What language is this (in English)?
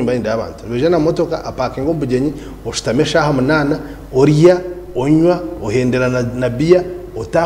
Nyankole